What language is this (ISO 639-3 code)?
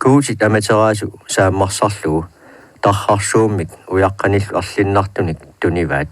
kal